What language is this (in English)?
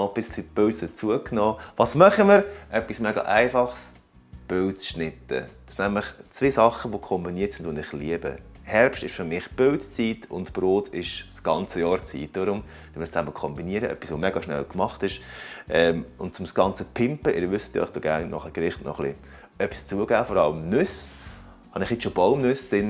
Swiss German